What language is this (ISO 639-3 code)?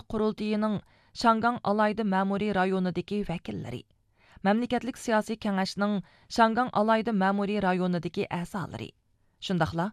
uig